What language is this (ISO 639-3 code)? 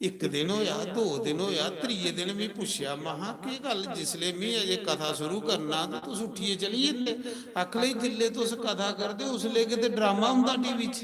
doi